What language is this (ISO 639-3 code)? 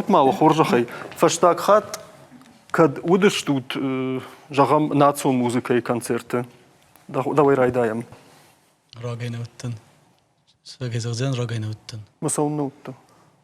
oss